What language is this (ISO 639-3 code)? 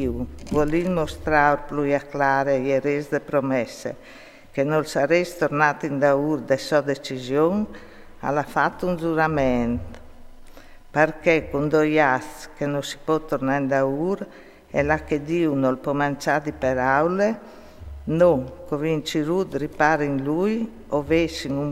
fur